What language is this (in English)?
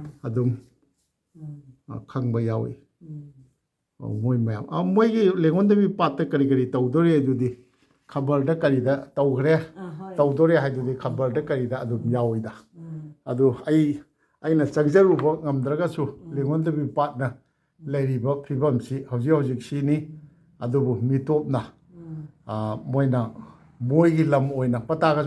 Manipuri